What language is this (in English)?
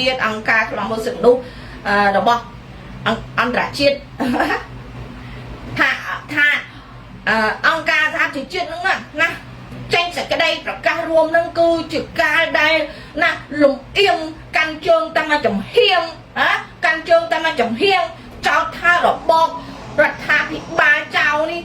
Khmer